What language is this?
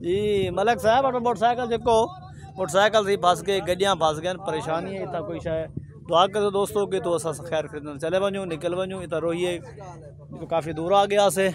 Saraiki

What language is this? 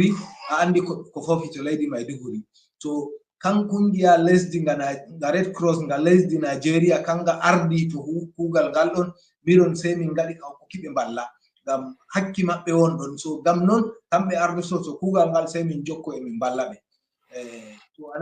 Fula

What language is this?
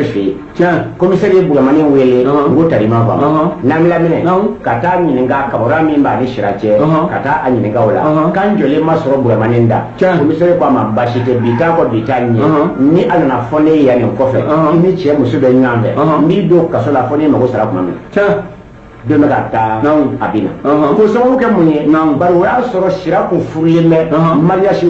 Bambara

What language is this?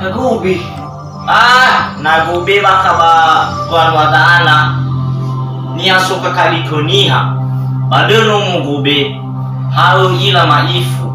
Nias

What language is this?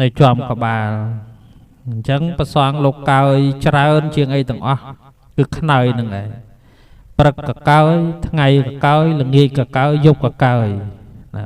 Khmer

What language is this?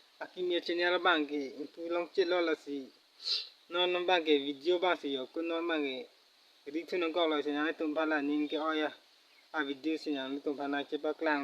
Karbi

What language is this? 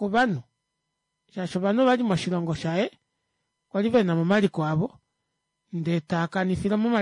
Kuanyama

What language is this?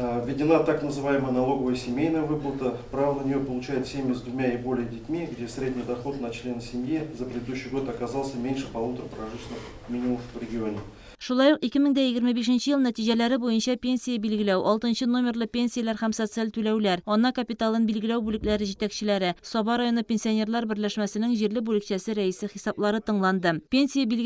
Tatar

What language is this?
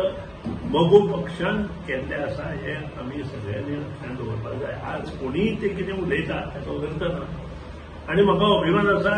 Konkani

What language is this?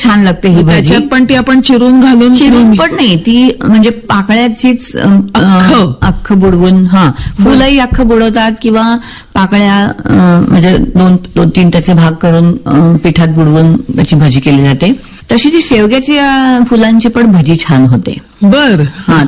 Marathi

